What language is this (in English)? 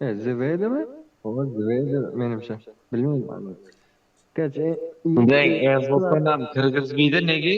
Kara-Kalpak